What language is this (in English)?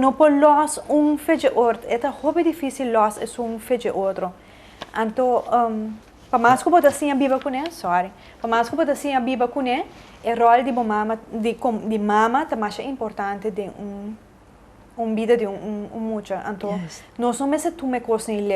Papiamento